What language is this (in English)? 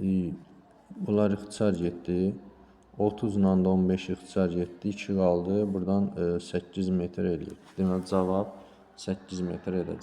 Azerbaijani